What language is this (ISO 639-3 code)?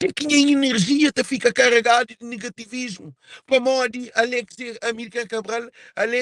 kea